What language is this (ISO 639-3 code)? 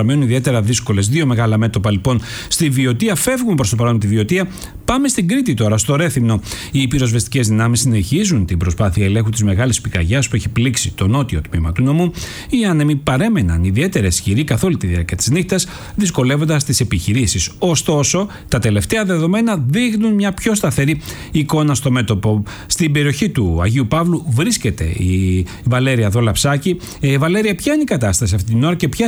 ell